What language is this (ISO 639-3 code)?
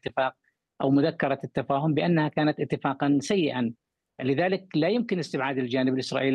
ara